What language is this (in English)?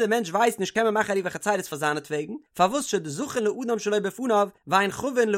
Yiddish